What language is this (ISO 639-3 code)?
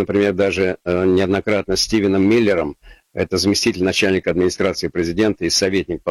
rus